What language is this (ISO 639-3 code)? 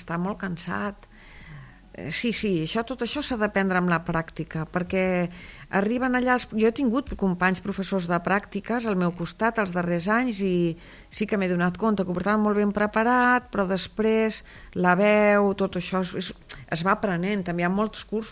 cat